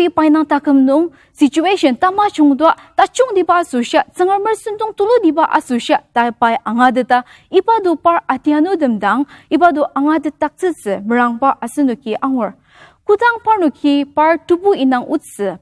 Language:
Ao Naga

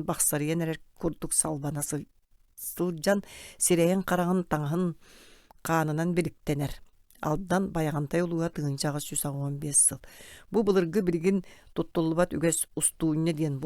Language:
Yakut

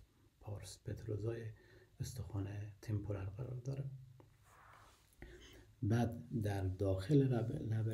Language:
Persian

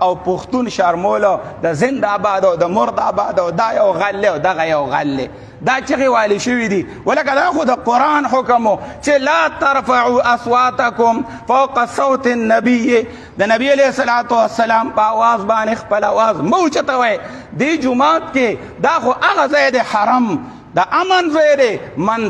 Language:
Pashto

